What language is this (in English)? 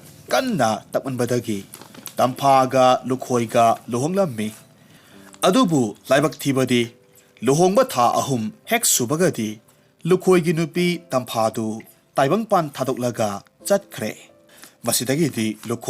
Manipuri